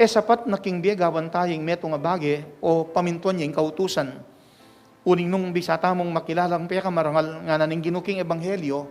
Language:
Pampanga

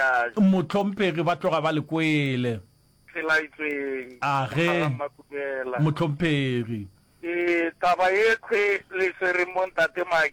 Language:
Northern Sotho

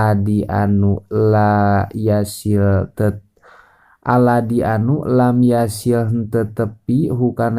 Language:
Sundanese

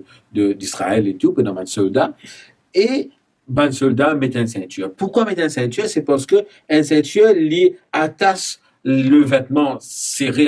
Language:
Morisyen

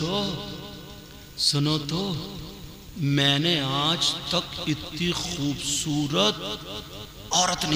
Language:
Urdu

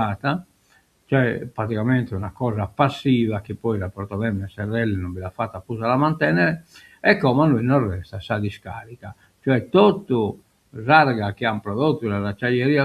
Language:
Sardinian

